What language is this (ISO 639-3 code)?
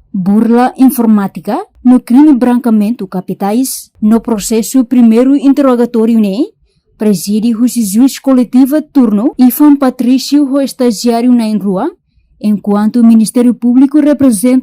tet